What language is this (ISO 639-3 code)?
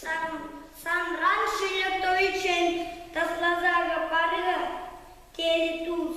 chv